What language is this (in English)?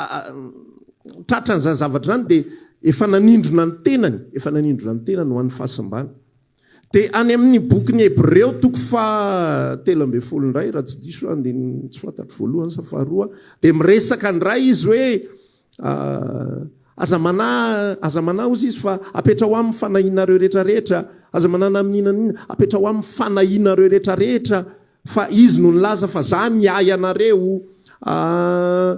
Malagasy